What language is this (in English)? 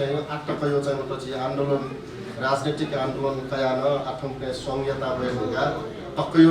Newari